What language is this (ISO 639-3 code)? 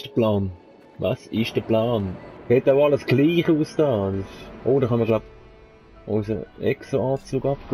gsw